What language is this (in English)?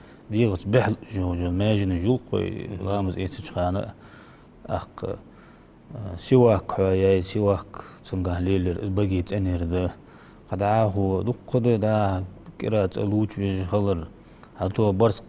Ingush